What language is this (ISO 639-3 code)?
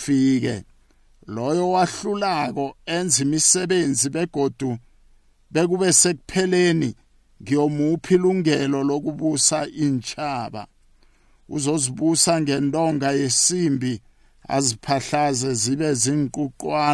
nbl